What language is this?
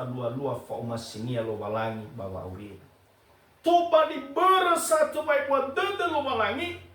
Nias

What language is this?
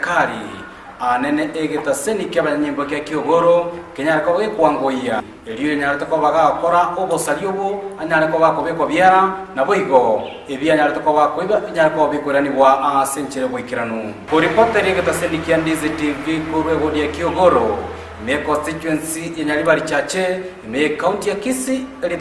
Gusii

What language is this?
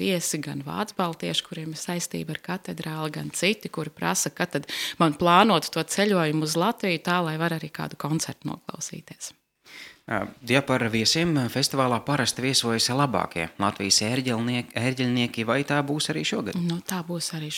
Latvian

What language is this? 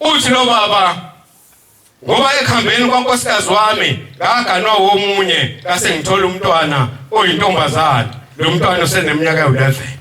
Zulu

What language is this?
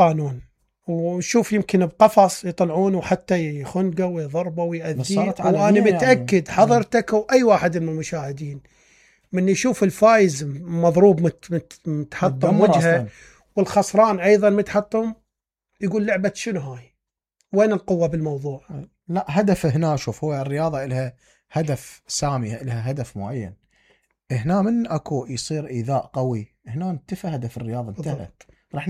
Mesopotamian Arabic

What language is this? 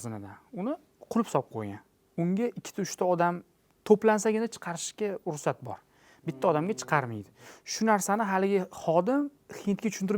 Uzbek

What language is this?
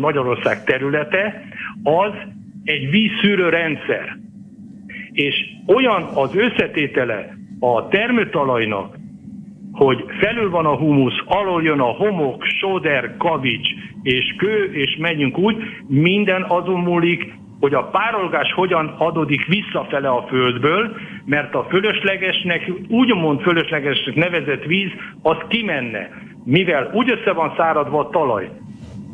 Hungarian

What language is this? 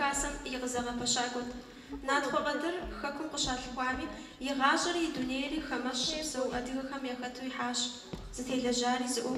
Kabardian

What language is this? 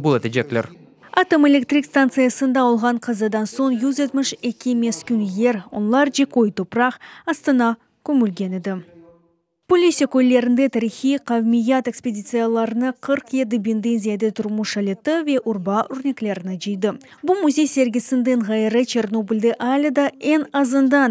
Crimean Tatar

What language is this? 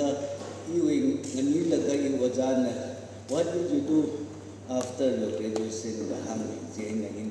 Tangkhul Naga (India)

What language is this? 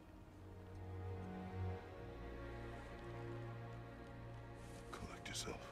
English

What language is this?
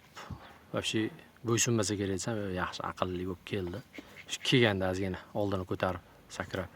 Uzbek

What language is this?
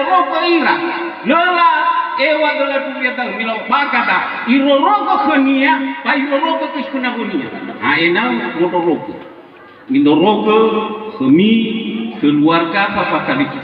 Nias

